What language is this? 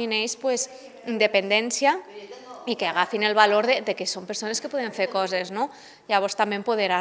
Catalan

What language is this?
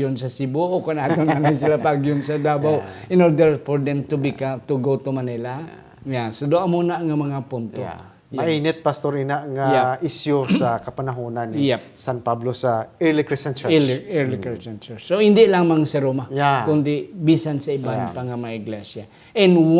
Hiligaynon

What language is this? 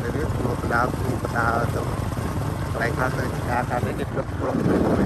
Khmer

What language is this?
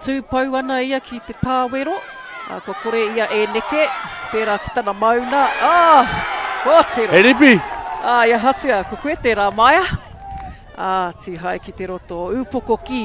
Māori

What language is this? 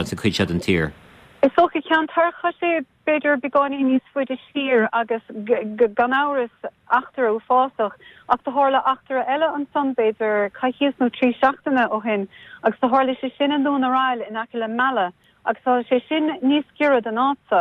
Irish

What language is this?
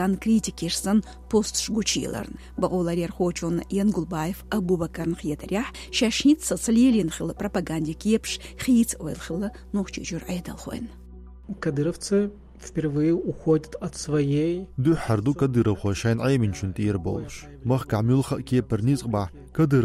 Chechen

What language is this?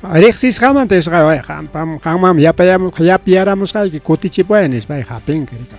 Ayacucho Quechua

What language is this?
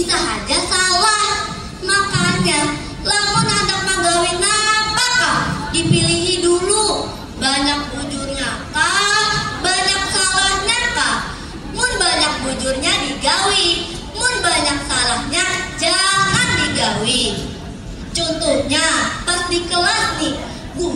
Banjar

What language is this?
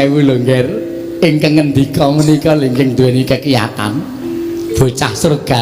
Javanese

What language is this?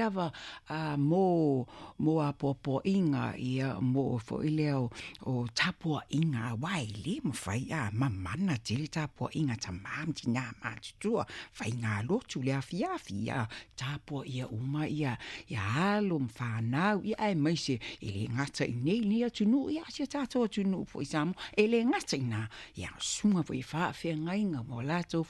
Samoan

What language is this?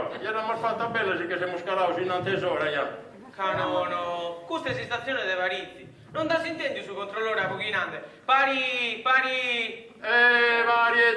Sardinian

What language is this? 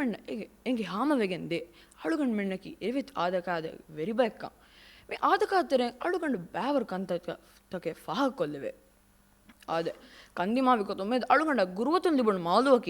Divehi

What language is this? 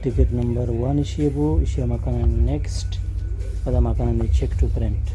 Baluchi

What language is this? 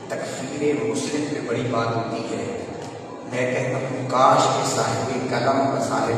Urdu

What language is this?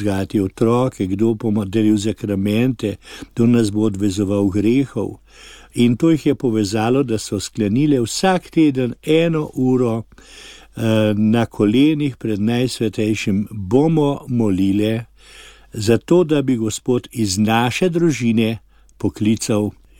Slovenian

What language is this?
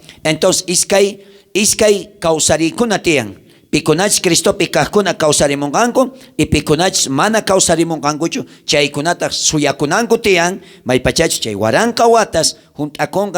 South Bolivian Quechua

